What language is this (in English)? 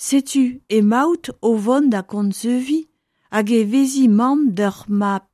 Breton